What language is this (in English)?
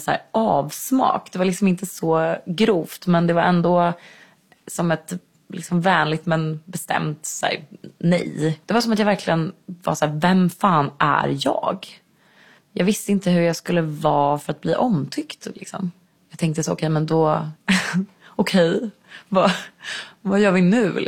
Swedish